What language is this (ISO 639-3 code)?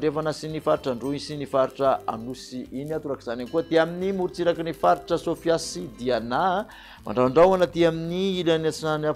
mlg